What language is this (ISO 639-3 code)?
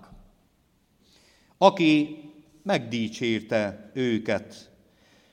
hun